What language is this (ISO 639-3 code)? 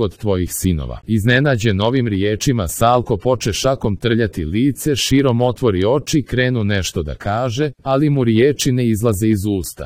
srp